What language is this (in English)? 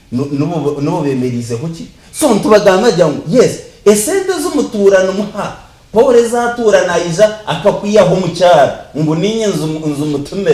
Nyankole